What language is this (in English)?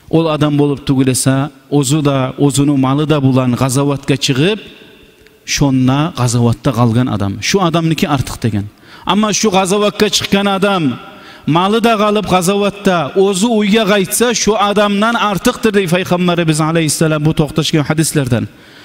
Kumyk